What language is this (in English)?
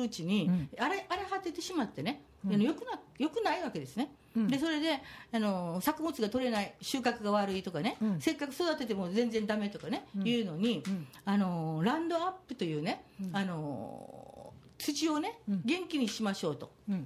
Japanese